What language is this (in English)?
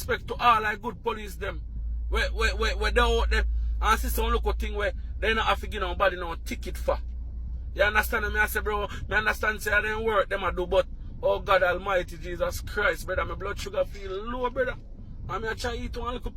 Jamaican Creole English